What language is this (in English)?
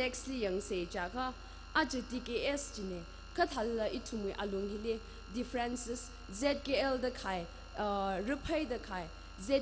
Tangkhul Naga (India)